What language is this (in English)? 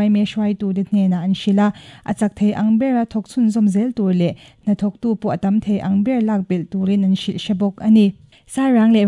Mizo